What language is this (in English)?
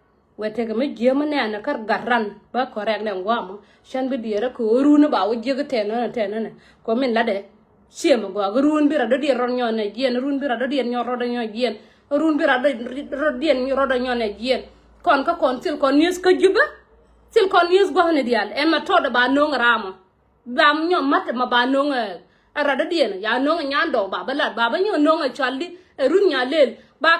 Nuer